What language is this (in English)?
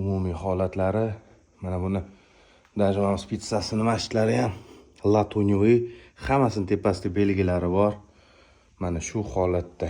Uzbek